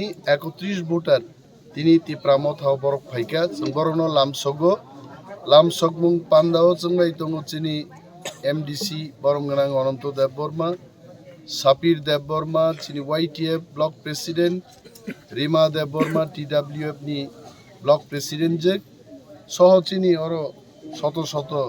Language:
Kok Borok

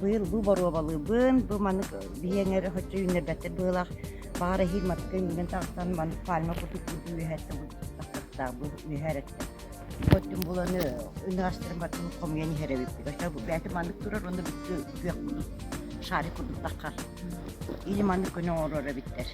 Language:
Yakut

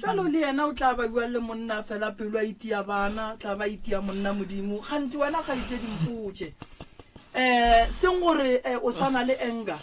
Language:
Northern Sotho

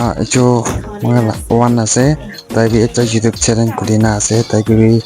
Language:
Naga Pidgin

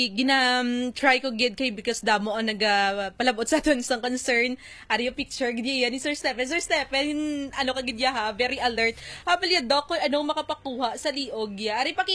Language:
Hiligaynon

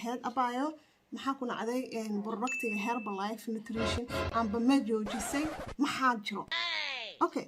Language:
Somali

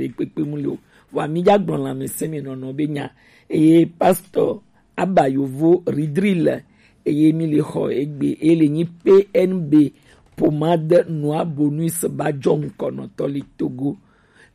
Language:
Gen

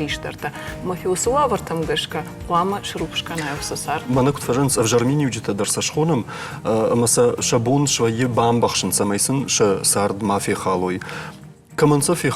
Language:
Ossetic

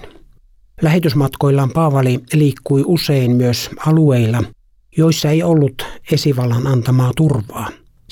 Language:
Finnish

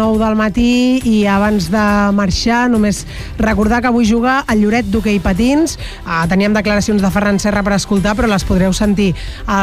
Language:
Catalan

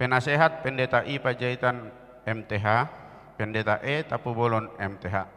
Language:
Batak Toba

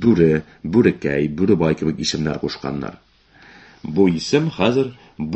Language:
Tatar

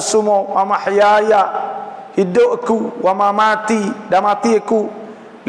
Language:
Pattani Malay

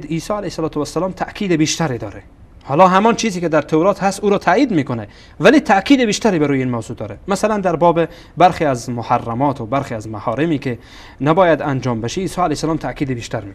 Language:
Persian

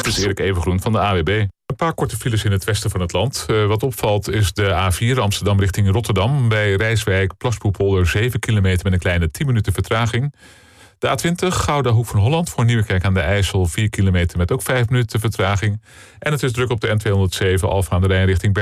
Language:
Dutch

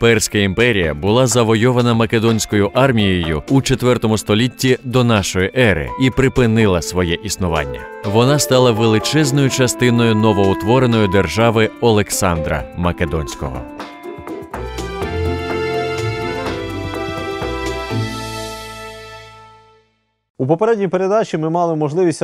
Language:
Ukrainian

